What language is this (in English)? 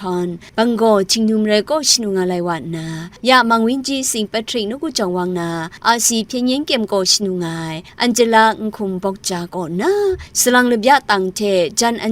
Kachin